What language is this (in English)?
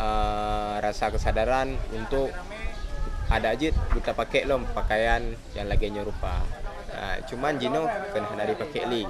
Achinese